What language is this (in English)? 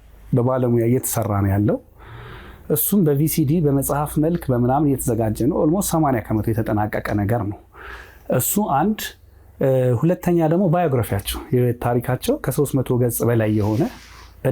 Amharic